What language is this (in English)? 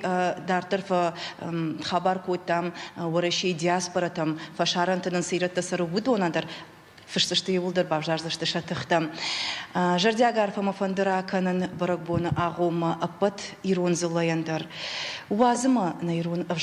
Ossetic